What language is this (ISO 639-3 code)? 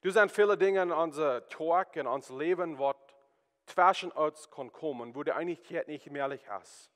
pdt